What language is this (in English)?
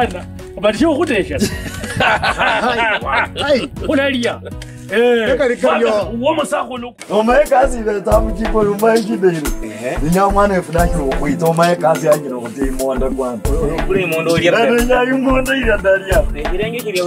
Kabras